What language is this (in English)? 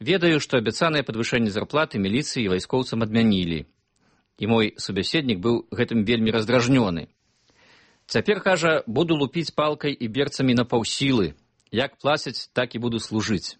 Belarusian